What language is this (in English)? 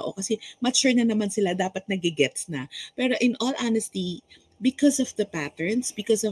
Filipino